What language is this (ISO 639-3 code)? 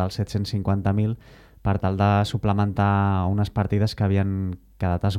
cat